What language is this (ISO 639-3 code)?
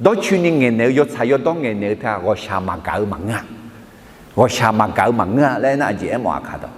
ahk